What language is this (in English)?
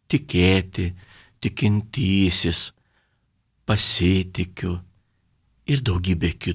Lithuanian